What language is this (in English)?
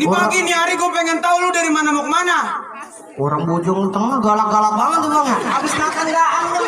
Betawi